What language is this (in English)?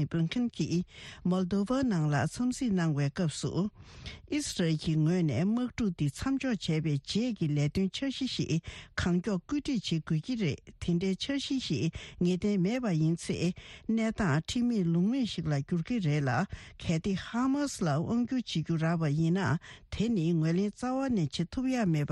Tibetan